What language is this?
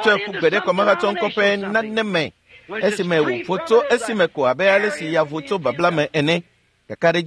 Ewe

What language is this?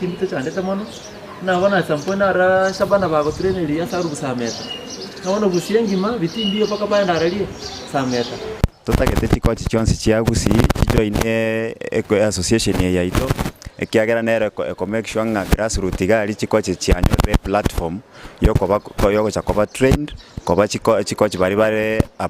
Gusii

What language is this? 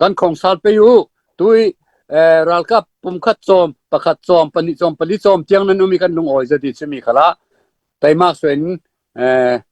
Falam Chin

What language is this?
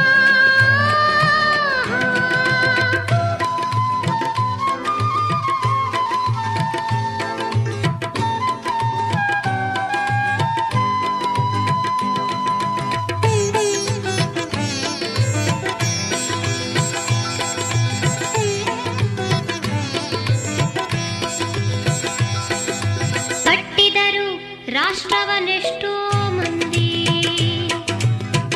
Kannada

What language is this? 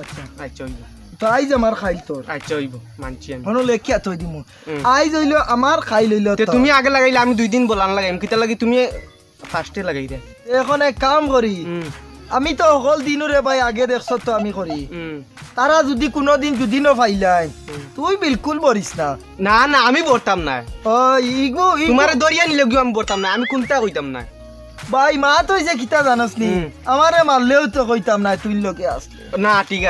Sylheti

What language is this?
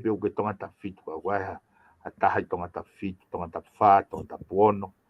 Tongan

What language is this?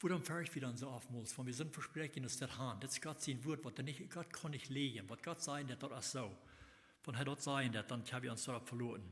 Plautdietsch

